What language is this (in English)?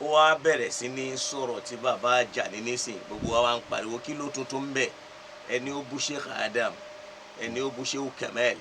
Yoruba